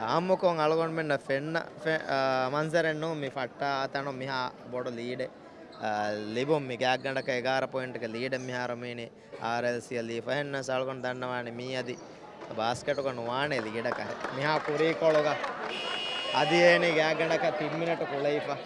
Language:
Divehi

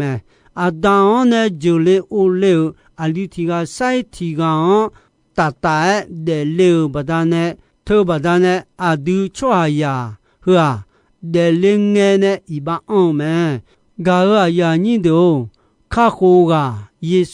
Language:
Akha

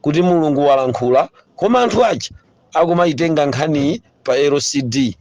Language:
Nyanja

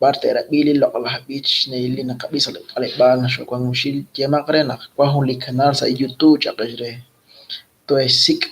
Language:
Kekchí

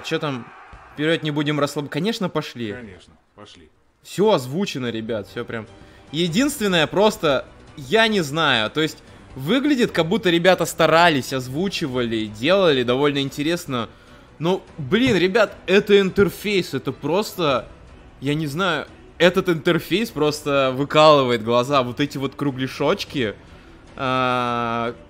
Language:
Russian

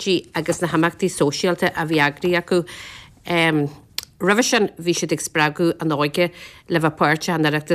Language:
Irish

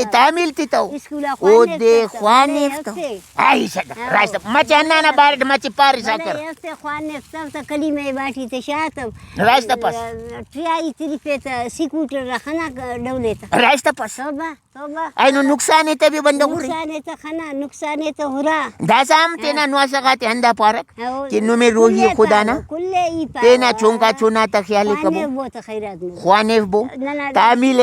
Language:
Brahui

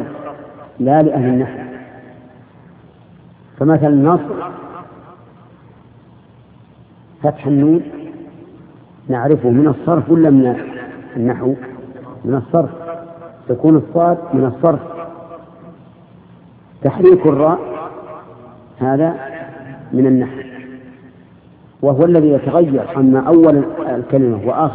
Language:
Arabic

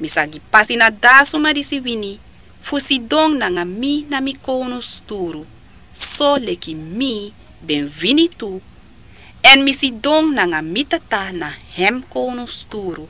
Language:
Sranan Tongo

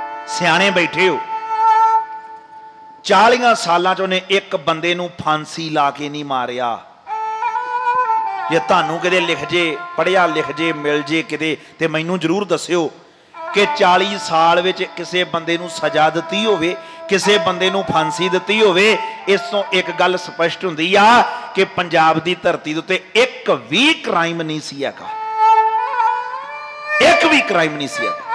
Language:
Punjabi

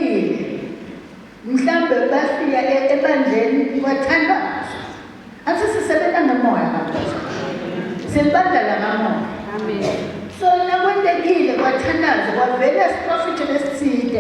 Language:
Zulu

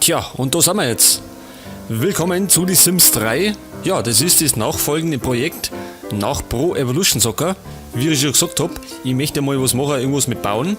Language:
Bavarian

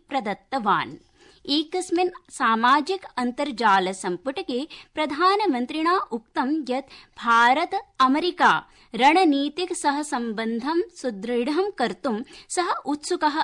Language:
Sanskrit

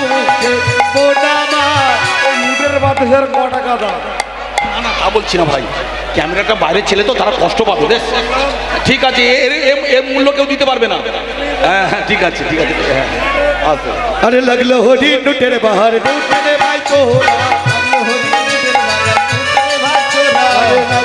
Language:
Bangla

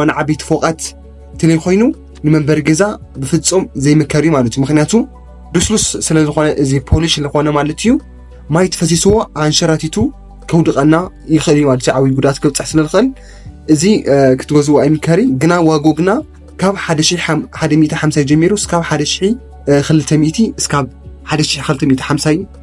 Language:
Tigrinya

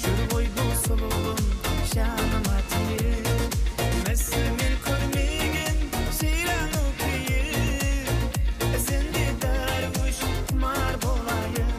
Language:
Kara-Kalpak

